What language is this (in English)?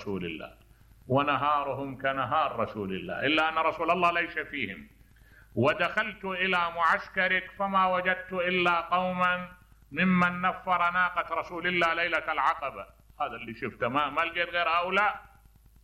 Mesopotamian Arabic